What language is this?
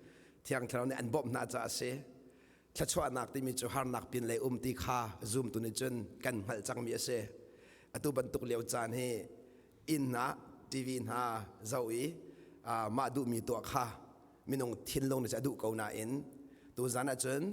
Hakha Chin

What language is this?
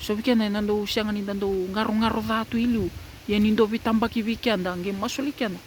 Fijian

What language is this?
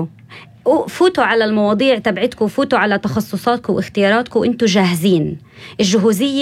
North Levantine Arabic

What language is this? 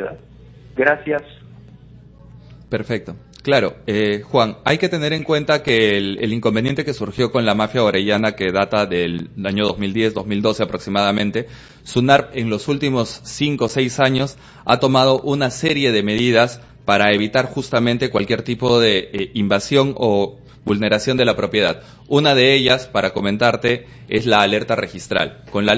Spanish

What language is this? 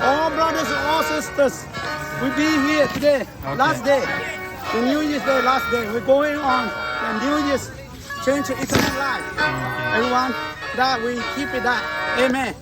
Lahu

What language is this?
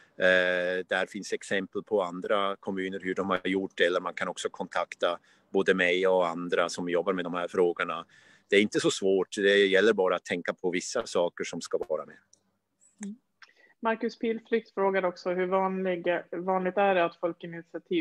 Swedish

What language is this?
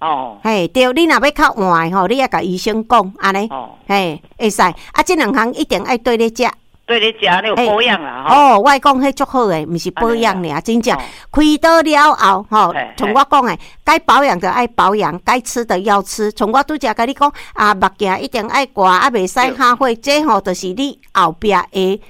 Min Nan Chinese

